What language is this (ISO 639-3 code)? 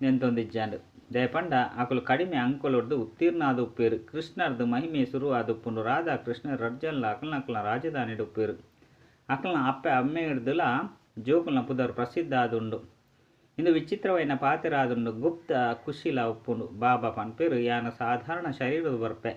tcy